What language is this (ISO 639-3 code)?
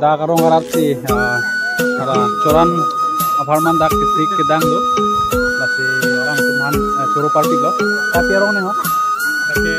mjw